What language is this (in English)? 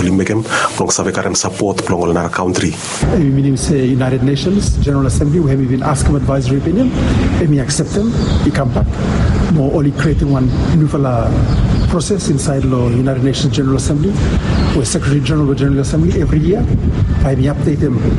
Bislama